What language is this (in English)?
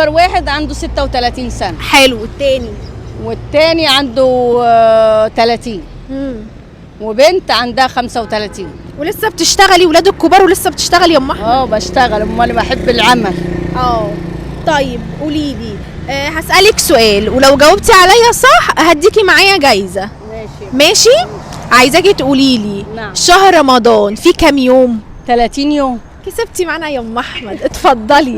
Egyptian Arabic